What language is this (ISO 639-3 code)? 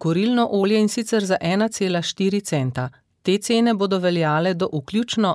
slv